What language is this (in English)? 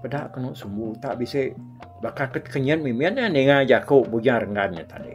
Iban